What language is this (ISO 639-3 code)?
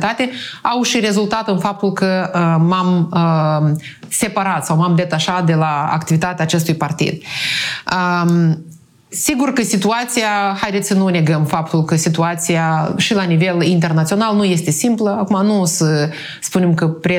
ron